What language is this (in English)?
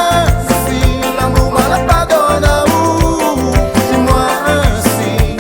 Réunion Creole French